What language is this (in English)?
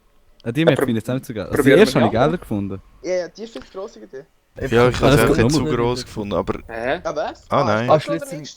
Swiss German